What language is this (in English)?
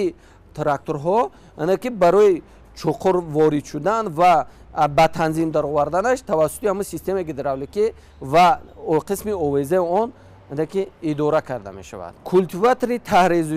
Tajik